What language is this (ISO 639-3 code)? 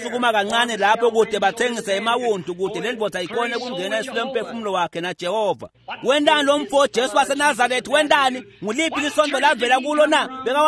ssw